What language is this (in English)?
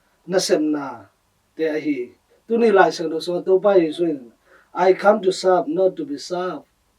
Tedim Chin